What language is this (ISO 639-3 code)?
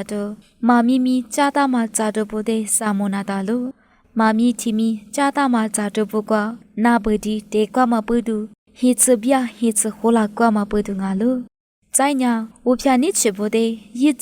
lis